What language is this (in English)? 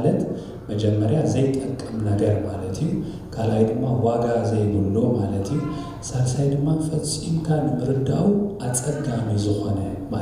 Tigrinya